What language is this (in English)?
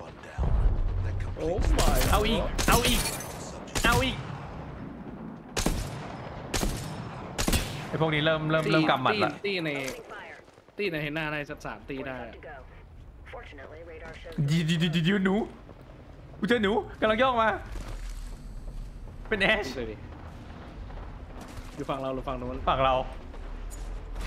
Thai